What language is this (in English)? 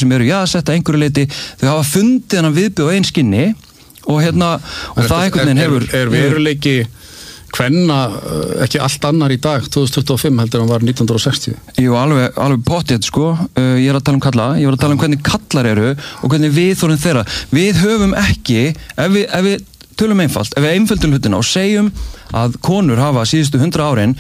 Icelandic